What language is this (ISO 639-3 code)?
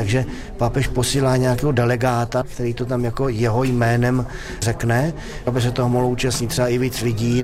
ces